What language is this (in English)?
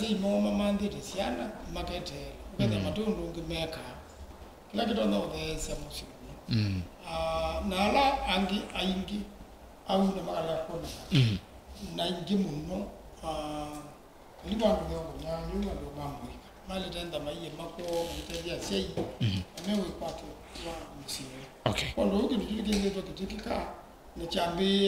Kamba